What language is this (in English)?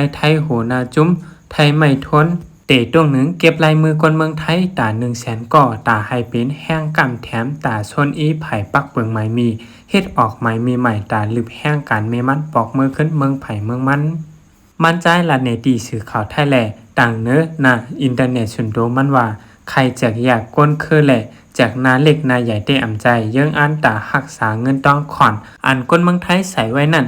Shan